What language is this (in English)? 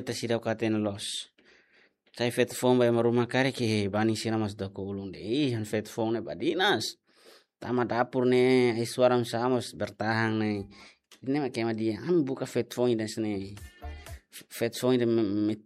Tetum